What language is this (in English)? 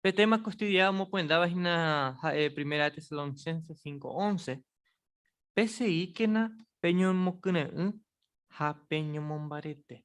Guarani